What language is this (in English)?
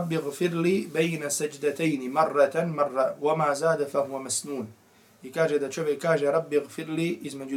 Bosnian